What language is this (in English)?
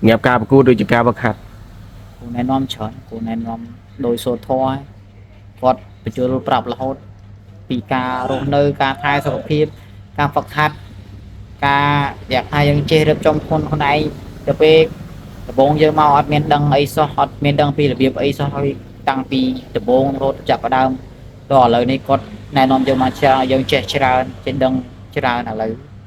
Khmer